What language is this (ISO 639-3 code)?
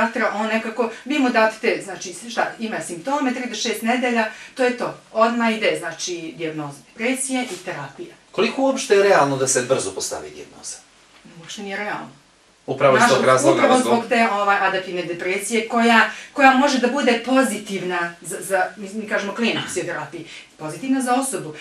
bos